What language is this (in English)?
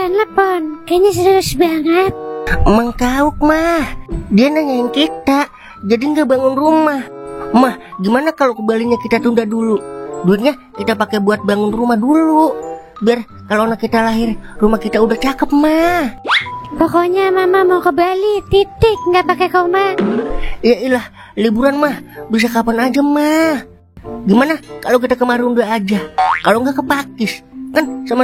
Betawi